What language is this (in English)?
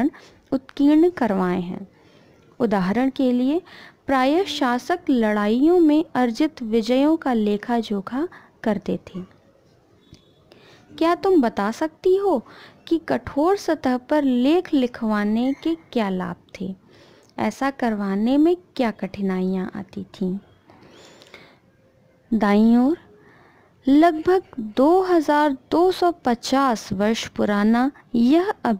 Hindi